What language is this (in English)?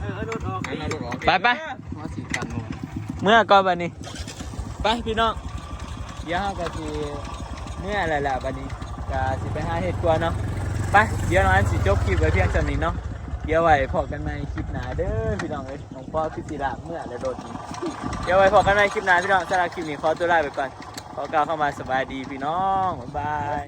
Northeastern Thai